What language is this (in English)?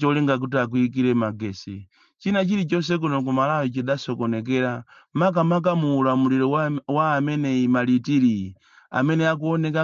Nyanja